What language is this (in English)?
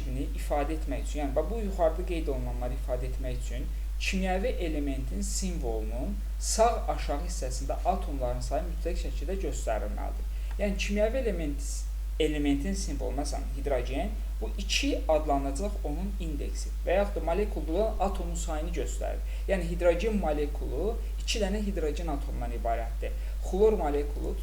Azerbaijani